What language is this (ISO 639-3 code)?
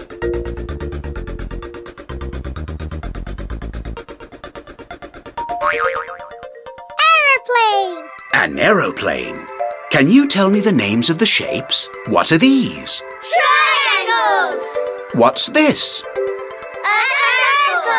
eng